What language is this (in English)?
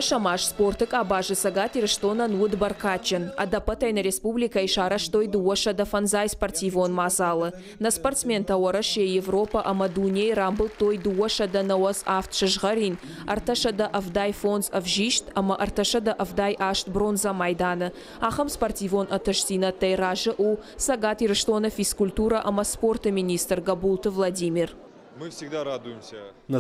Ossetic